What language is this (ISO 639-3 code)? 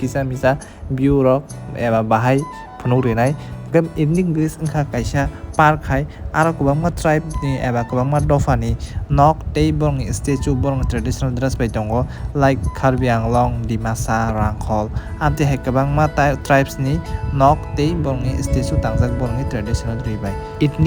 trp